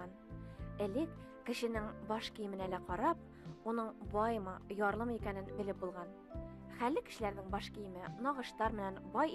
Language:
Bashkir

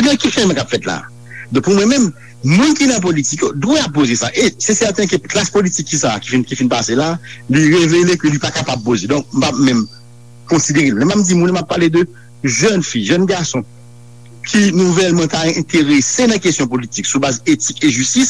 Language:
Haitian Creole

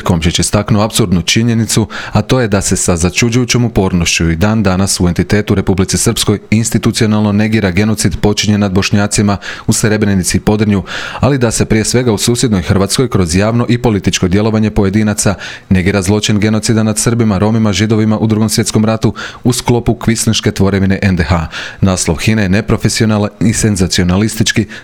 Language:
Croatian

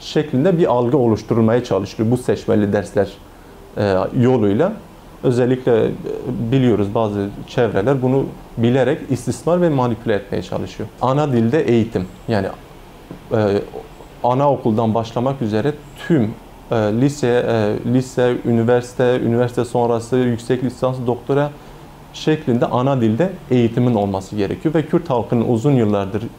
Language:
Turkish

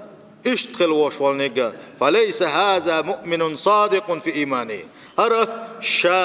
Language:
Chechen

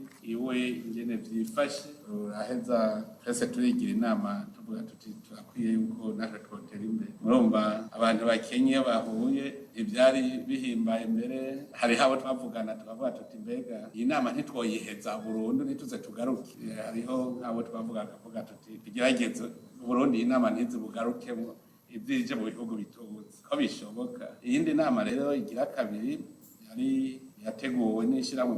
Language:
Rundi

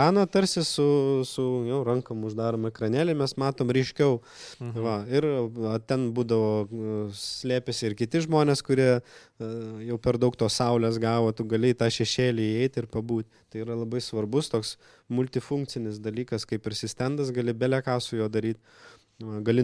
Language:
Lithuanian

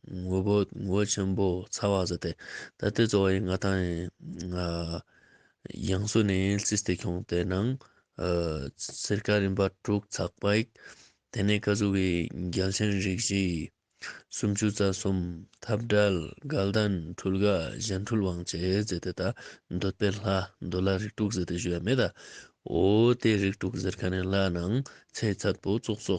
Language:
Ladakhi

